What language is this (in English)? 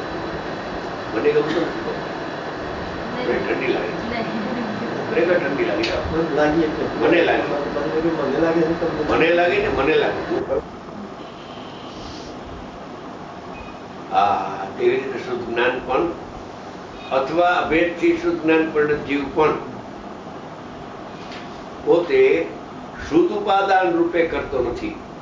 Gujarati